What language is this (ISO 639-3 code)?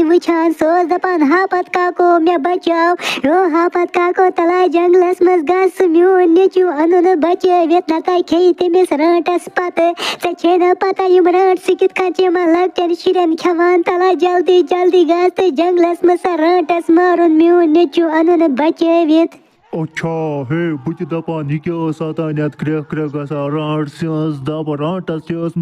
kas